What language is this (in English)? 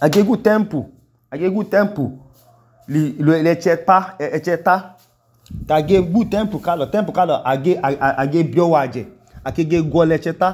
Idoma